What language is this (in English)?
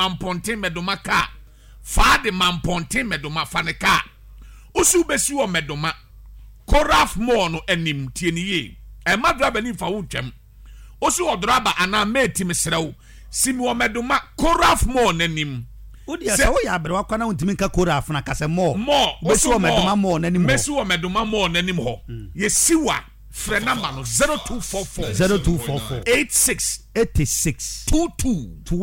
Akan